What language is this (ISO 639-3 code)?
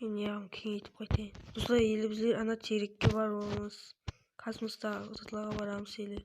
kaa